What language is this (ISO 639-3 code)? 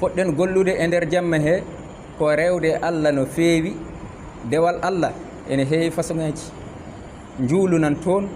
ful